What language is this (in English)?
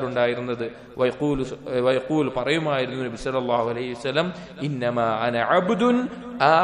Malayalam